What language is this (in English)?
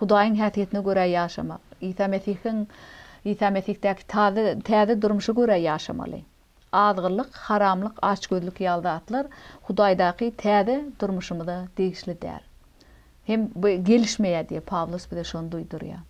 Turkmen